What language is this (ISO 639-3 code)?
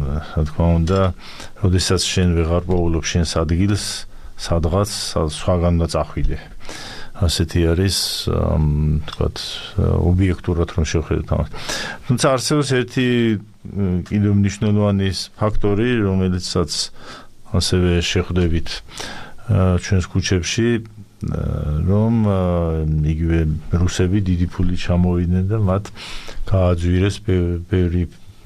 kat